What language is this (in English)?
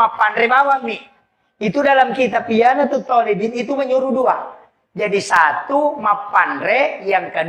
Buginese